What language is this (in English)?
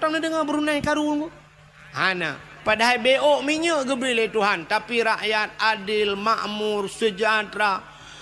Achinese